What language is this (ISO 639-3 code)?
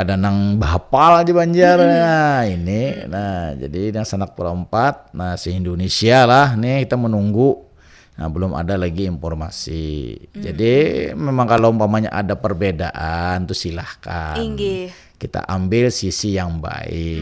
bjn